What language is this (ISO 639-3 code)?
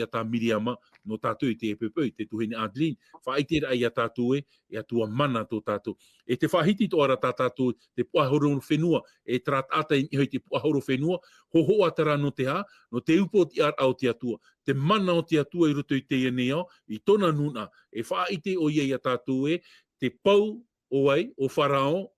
tah